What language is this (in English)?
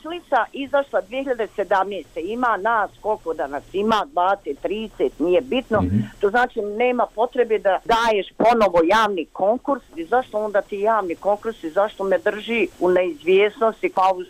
Bosnian